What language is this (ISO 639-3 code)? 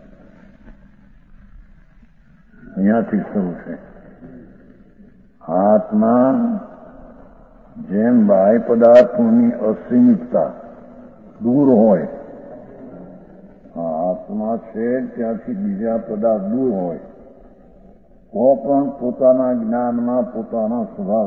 guj